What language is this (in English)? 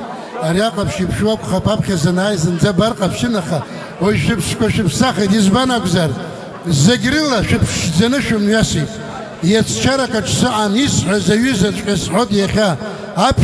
Abkhazian